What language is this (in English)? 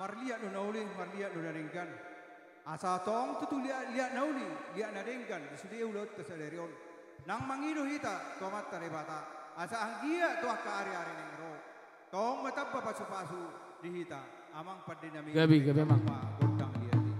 Batak Toba